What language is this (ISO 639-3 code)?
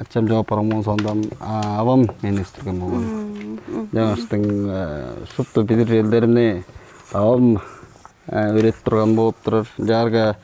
tyv